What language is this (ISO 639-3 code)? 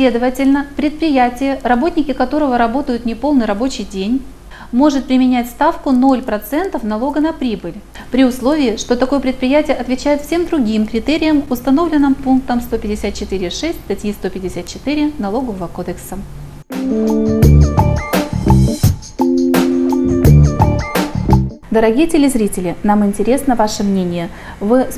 rus